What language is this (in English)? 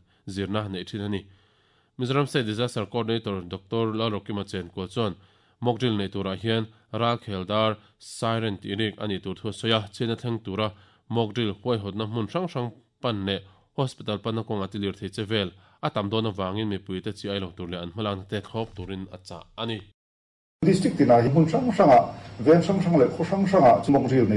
Mizo